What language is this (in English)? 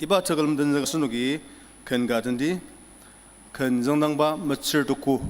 Ao Naga